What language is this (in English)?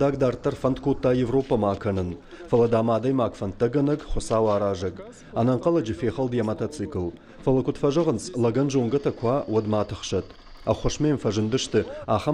Ossetic